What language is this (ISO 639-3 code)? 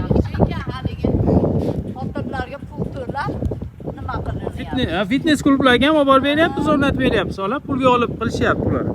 uzb